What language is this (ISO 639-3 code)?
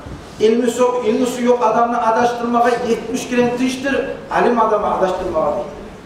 kum